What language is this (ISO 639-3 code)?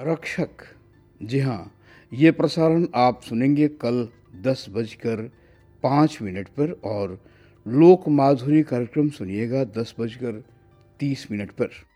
hin